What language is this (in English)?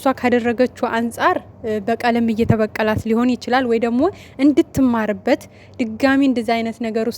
Amharic